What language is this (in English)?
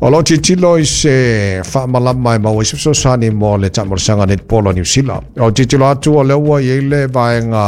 Samoan